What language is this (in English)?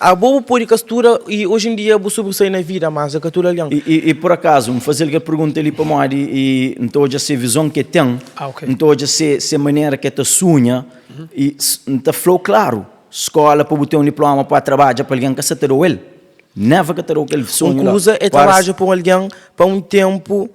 Kabuverdianu